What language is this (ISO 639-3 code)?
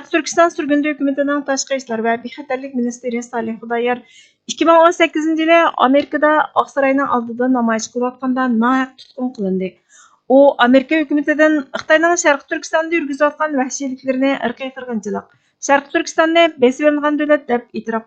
uig